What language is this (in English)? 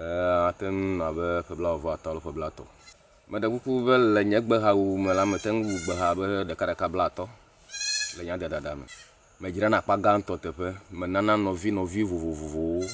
Ewe